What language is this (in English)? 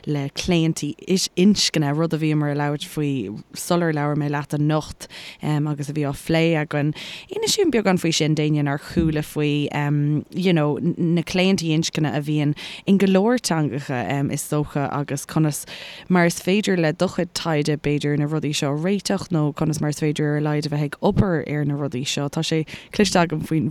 Irish